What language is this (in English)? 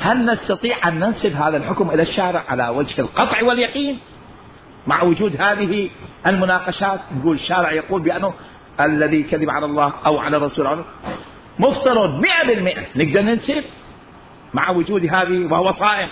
Mesopotamian Arabic